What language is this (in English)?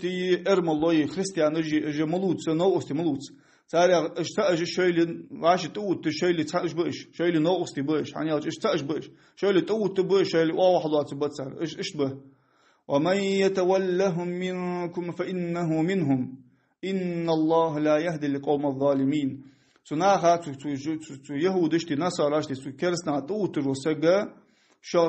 Ingush